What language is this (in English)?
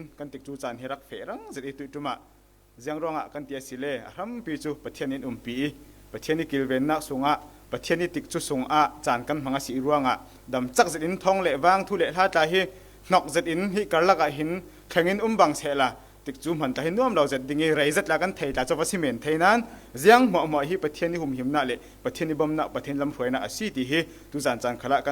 Falam Chin